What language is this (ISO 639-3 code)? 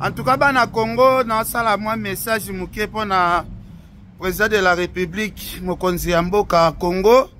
lin